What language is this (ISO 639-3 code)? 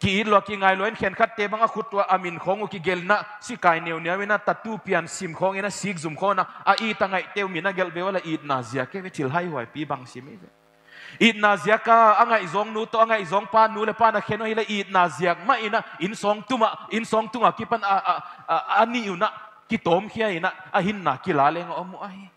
pck